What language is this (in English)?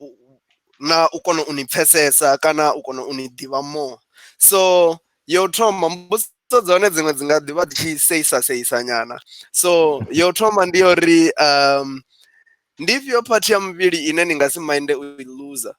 Venda